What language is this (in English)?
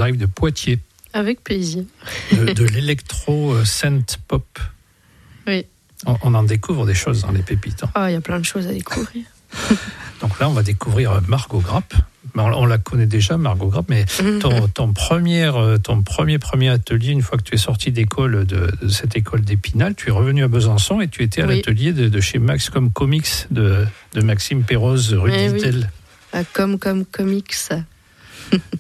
French